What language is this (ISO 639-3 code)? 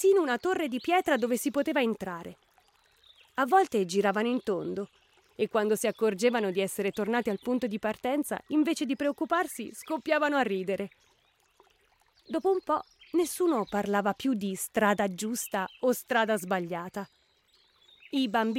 ita